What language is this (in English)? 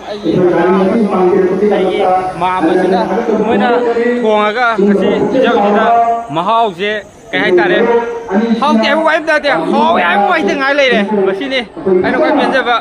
Manipuri